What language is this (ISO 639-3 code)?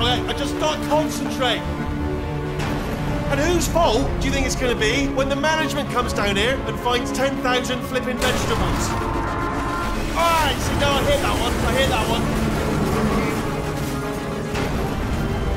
eng